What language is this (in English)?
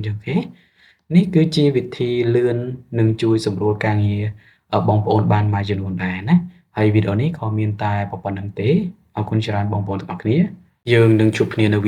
Khmer